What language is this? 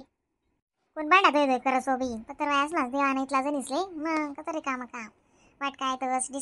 Khandesi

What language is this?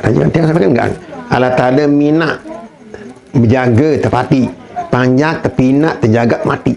Sasak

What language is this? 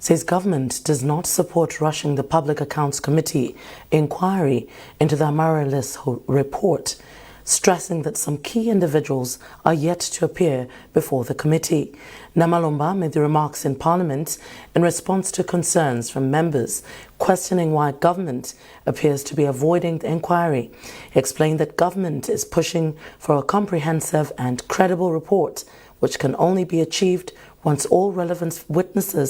English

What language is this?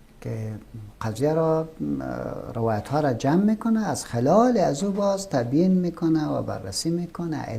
Persian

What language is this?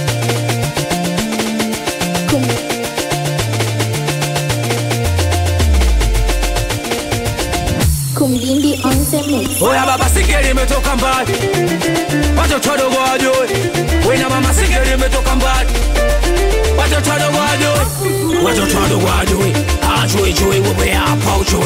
Swahili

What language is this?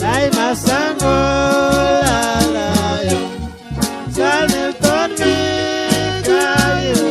Chuj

